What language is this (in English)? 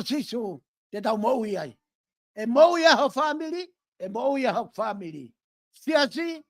Tongan